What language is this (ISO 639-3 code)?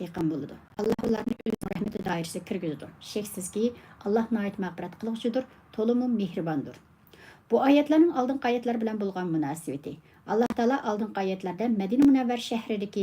uig